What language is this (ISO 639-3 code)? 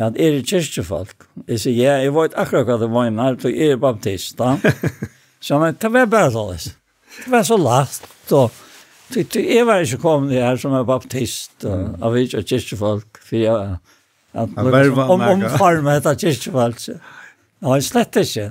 fao